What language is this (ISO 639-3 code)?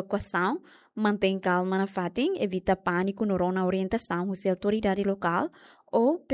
tet